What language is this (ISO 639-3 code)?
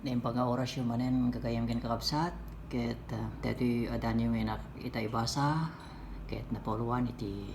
ilo